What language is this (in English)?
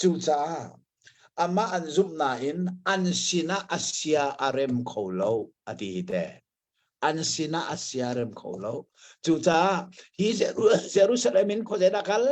Hakha Chin